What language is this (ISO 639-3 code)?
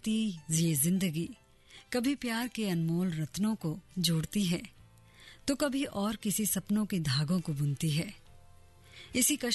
hin